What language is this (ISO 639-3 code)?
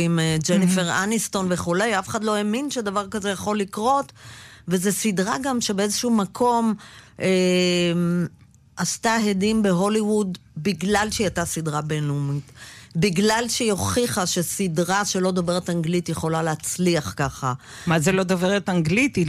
heb